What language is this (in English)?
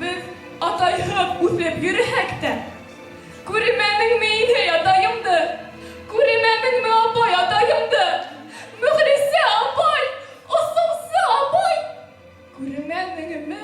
Bashkir